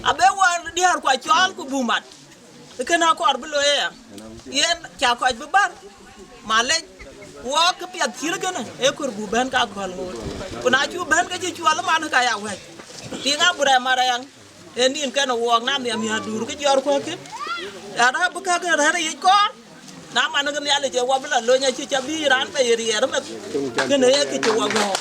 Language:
Dinka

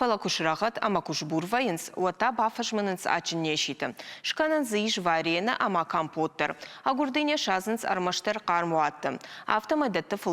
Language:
Ossetic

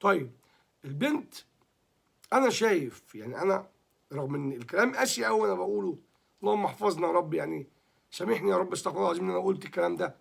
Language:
Egyptian Arabic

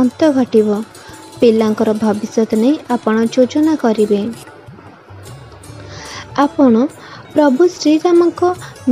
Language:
Odia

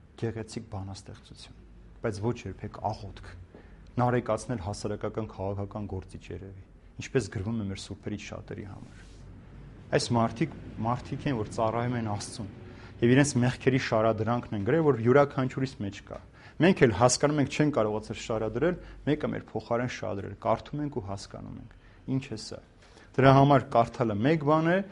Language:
Armenian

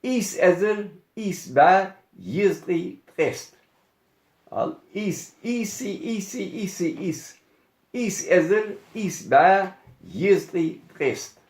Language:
Ingush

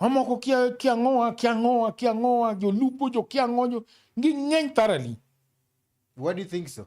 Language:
Luo (Kenya and Tanzania)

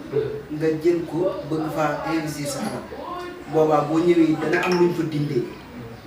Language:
Wolof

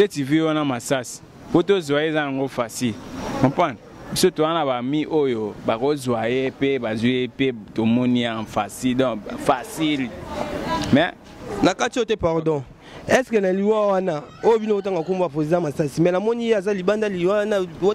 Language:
Lingala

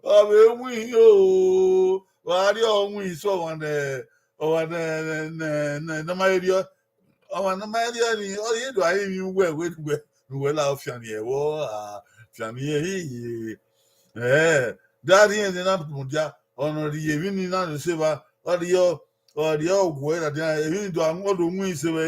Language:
Bini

